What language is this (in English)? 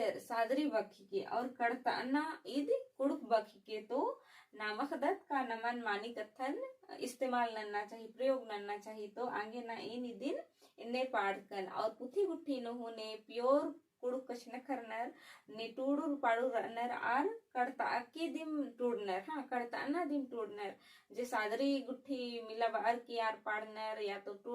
Kurukh